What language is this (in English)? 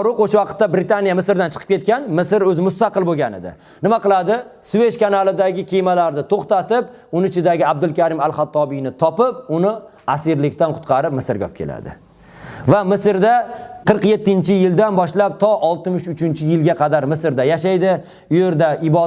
Uzbek